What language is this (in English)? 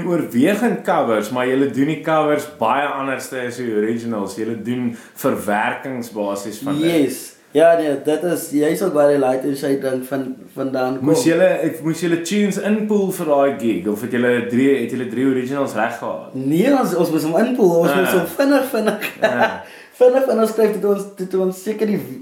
Afrikaans